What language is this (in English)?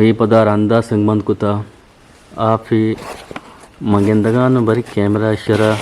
Eastern Balochi